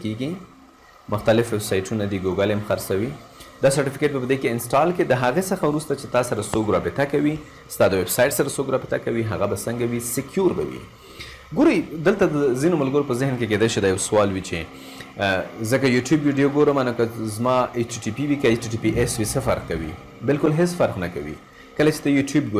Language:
Pashto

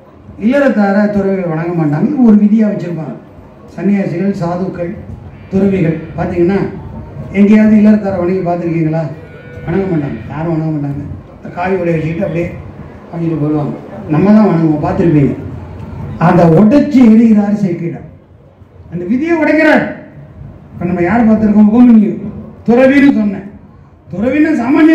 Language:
Tamil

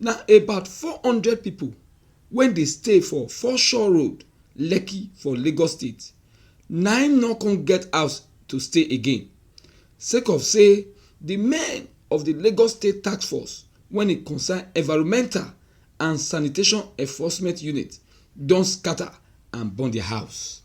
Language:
Nigerian Pidgin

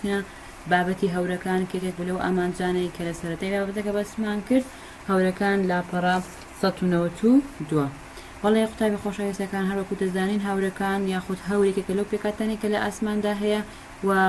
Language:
Central Kurdish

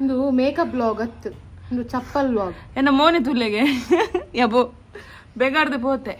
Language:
Tulu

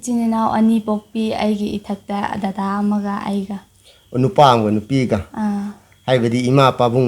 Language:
Manipuri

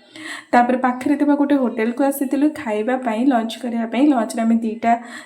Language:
Odia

